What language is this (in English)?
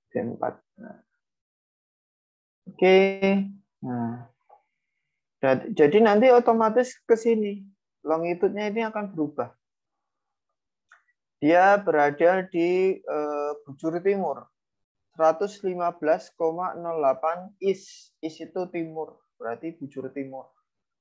Indonesian